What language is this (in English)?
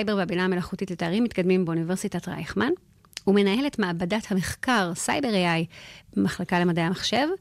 Hebrew